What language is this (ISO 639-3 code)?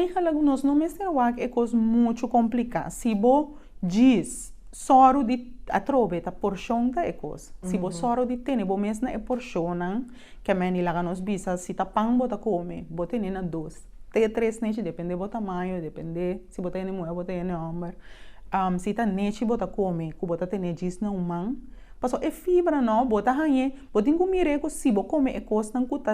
pap